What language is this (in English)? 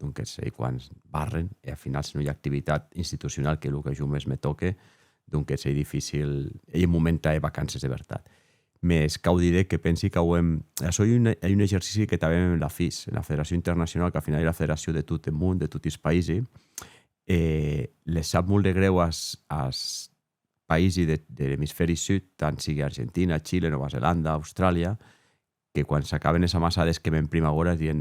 Occitan